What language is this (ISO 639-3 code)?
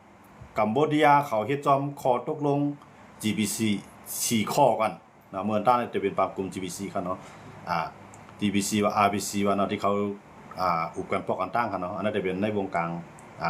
shn